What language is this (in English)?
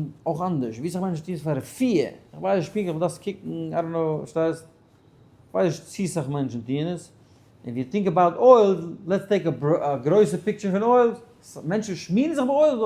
Yiddish